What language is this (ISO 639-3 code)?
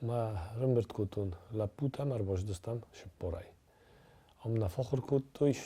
oss